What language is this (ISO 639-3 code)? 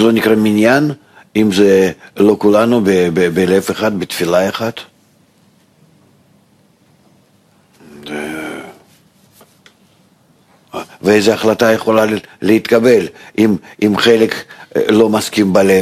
heb